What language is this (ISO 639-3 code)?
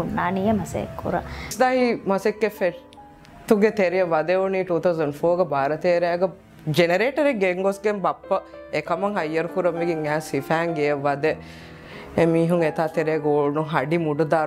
div